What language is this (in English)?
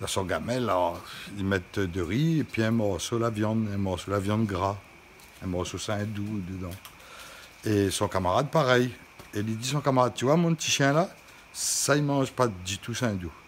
Réunion Creole French